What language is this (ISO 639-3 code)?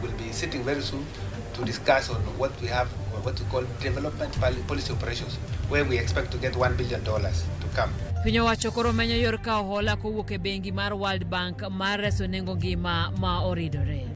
luo